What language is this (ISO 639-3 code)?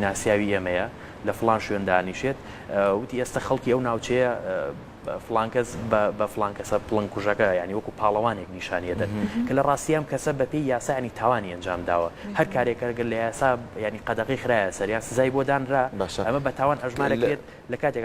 ckb